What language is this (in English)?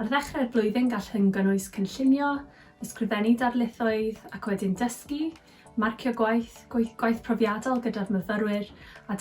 Welsh